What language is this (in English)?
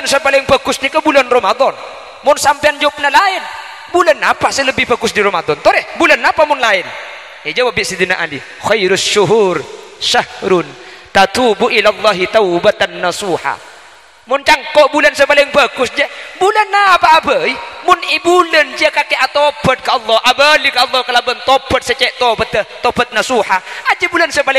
Madurese